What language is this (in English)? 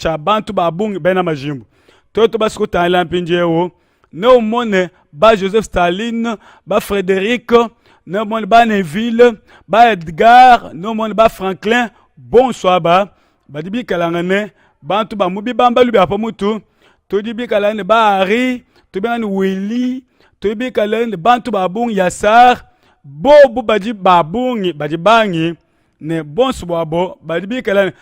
Luba-Lulua